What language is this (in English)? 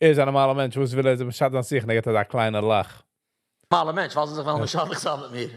Yiddish